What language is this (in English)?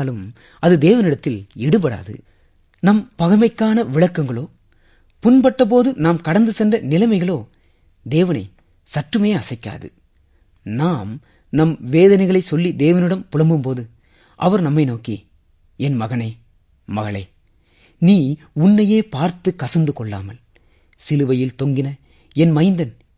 Tamil